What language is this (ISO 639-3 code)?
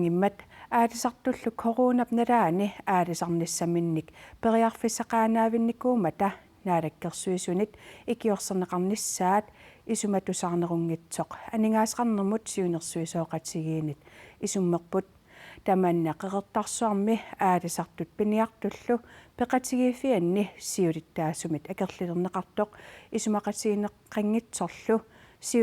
kal